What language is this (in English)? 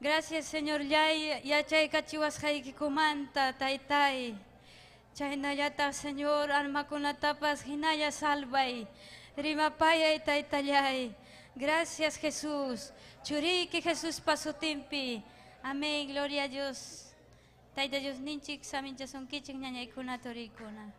Ayacucho Quechua